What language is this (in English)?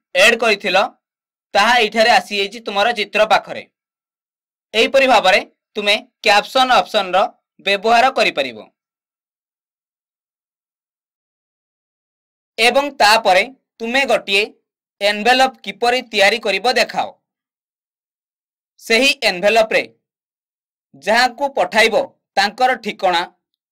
Odia